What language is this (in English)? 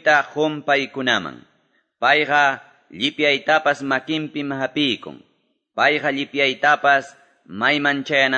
Quechua